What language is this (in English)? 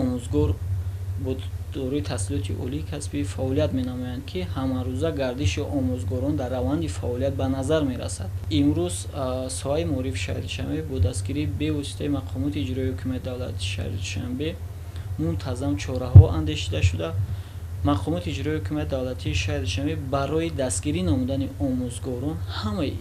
Tajik